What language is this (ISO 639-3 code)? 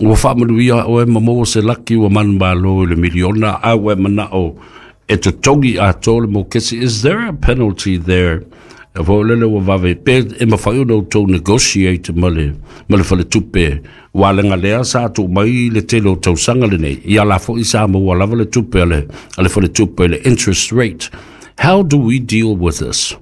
smo